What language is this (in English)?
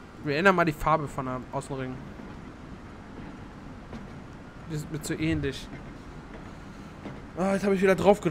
German